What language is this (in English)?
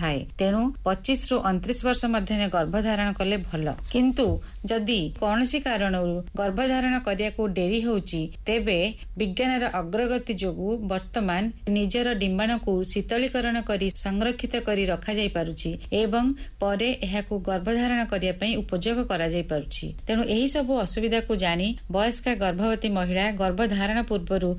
Odia